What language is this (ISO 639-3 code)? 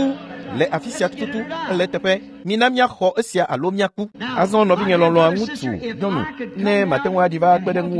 ewe